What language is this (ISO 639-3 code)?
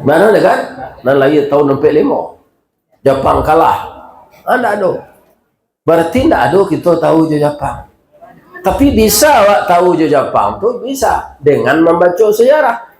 min